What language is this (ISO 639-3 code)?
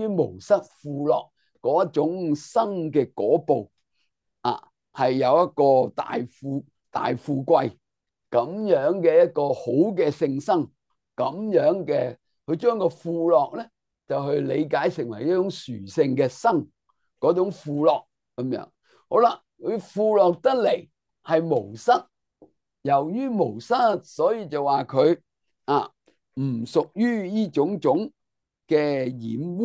yue